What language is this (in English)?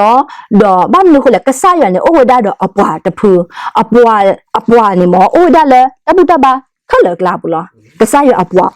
S'gaw Karen